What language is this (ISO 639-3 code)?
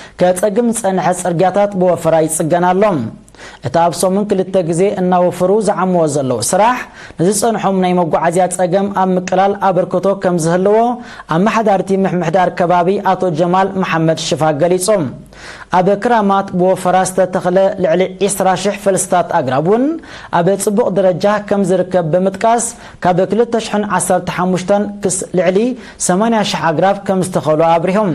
tir